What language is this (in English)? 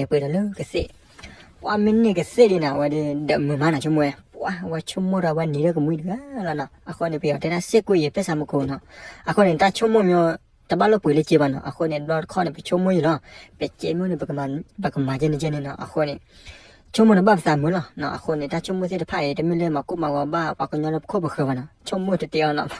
S'gaw Karen